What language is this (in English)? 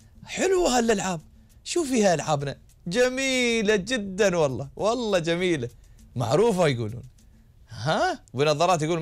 Gulf Arabic